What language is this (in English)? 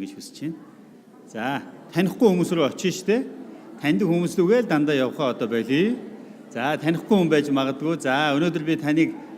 Mongolian